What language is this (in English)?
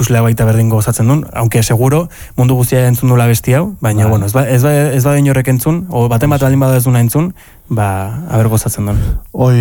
Basque